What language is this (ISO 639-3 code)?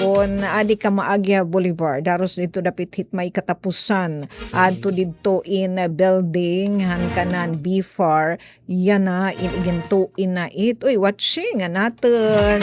war